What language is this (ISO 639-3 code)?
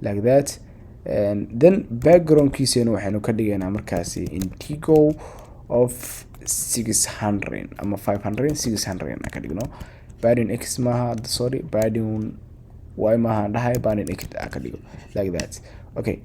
som